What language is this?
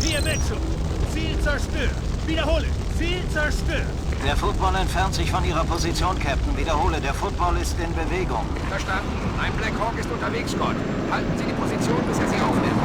Bavarian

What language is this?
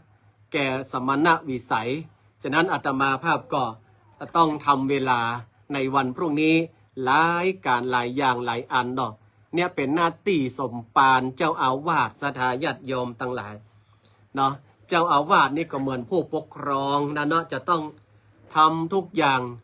Northern Thai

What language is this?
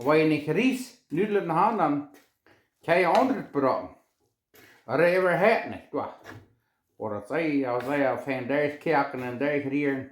Plautdietsch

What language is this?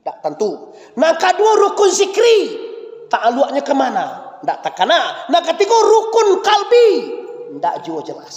Minangkabau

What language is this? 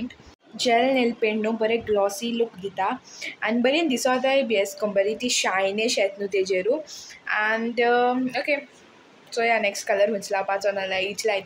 Konkani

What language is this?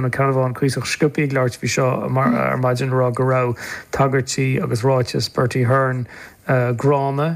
Irish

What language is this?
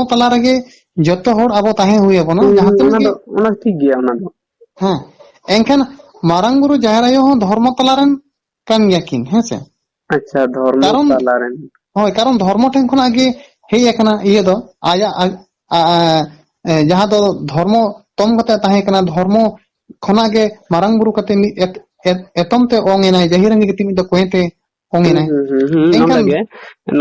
Santali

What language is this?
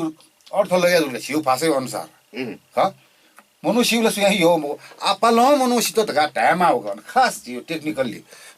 Newari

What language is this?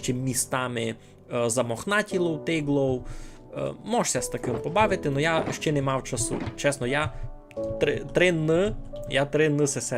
Rusyn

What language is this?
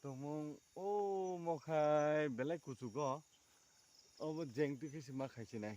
Kok Borok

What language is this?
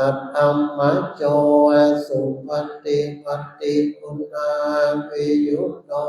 Pali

